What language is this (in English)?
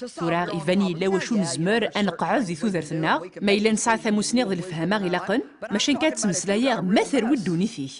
Kabyle